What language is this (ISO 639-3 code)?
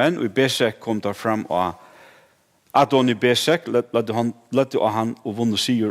fao